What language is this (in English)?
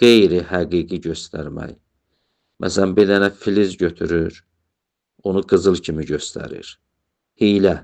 Azerbaijani